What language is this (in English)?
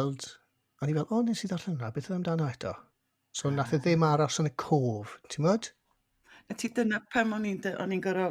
Welsh